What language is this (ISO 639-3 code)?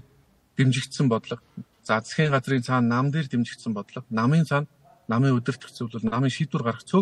mon